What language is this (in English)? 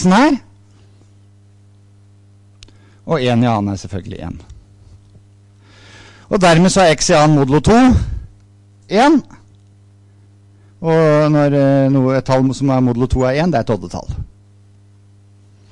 Norwegian